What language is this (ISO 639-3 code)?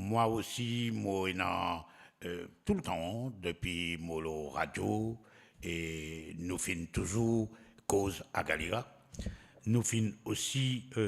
mfe